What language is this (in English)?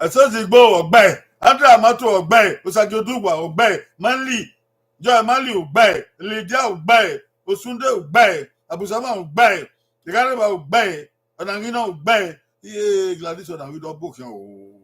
Bini